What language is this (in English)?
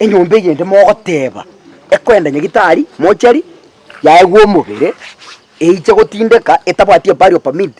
Gusii